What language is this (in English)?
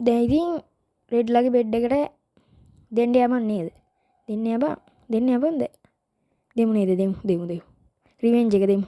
Sinhala